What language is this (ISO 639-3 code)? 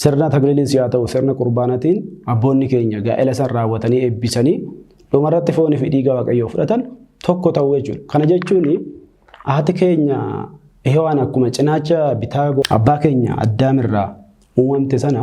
orm